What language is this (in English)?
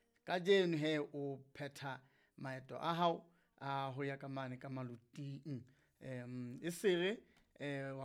Southern Sotho